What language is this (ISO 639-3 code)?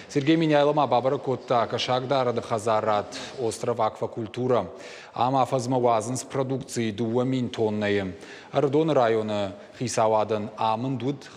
oss